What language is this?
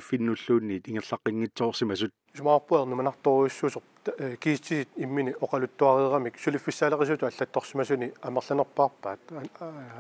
Kalaallisut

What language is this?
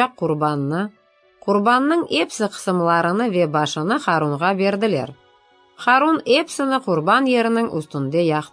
Crimean Tatar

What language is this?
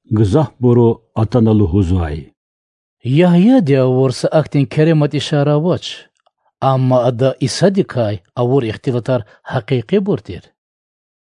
Lezghian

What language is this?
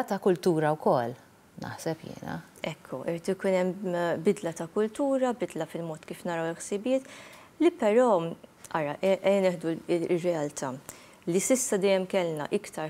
Maltese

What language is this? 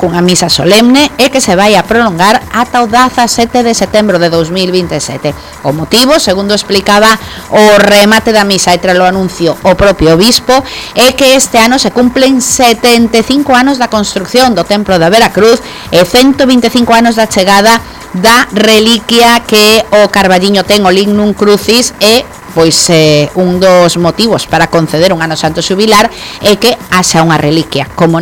Galician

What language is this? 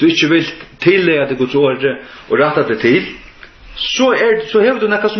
Faroese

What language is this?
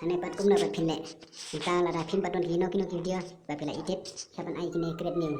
Khasi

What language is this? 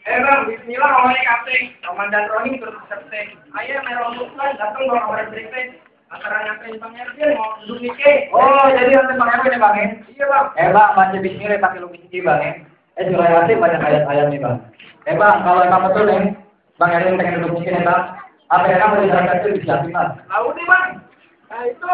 Betawi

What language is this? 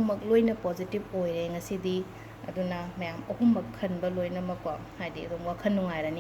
Manipuri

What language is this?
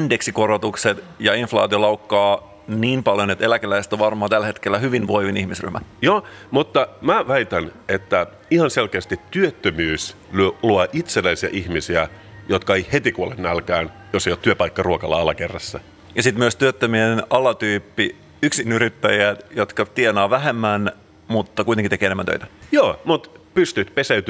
Finnish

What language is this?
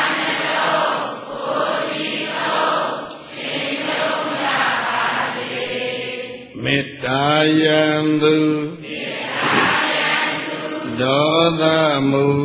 Burmese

